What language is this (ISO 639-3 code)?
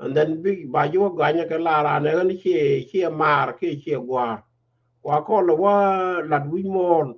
nus